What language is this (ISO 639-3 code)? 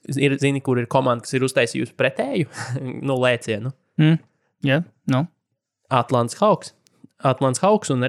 lav